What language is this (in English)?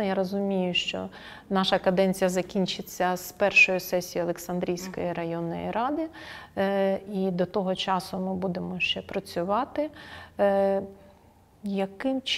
Ukrainian